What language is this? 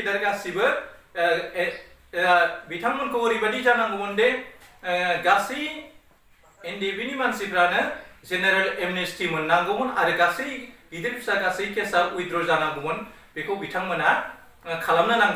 Bodo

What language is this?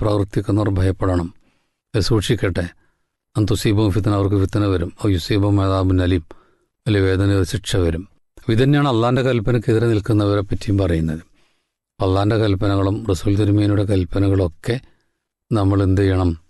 Malayalam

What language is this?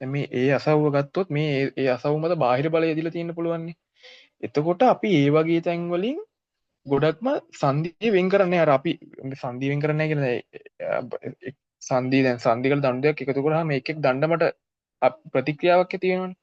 Sinhala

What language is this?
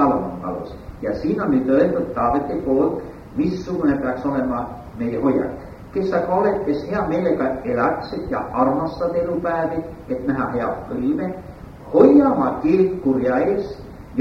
Estonian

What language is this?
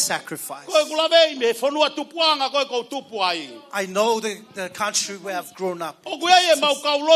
Tongan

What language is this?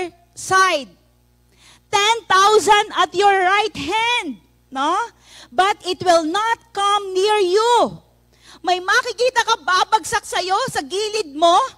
Filipino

